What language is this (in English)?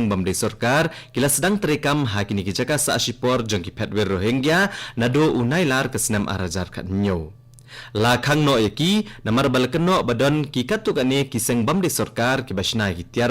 Khasi